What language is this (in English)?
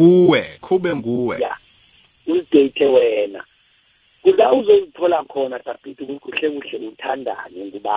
South Ndebele